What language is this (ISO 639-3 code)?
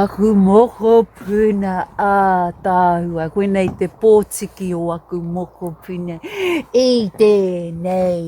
mri